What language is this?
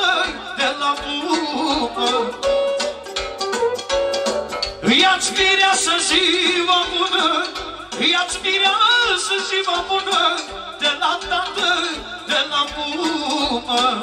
Romanian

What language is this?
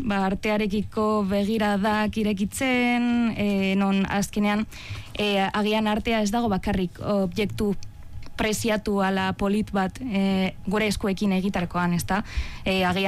Basque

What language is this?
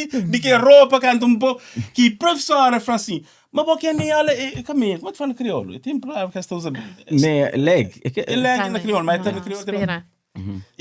Kabuverdianu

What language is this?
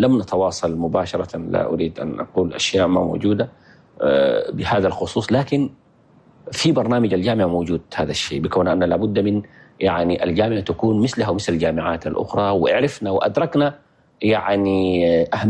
Chadian Arabic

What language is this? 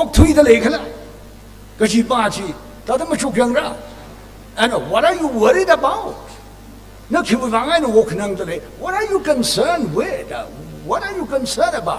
Tangkhul Naga (India)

